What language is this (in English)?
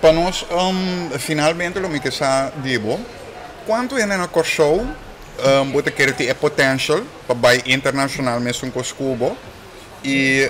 Papiamento